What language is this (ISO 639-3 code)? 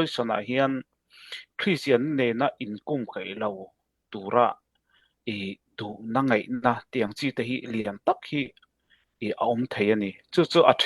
lus